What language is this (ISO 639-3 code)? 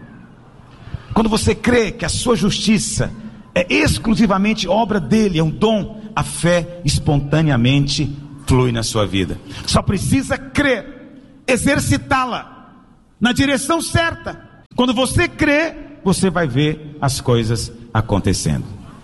por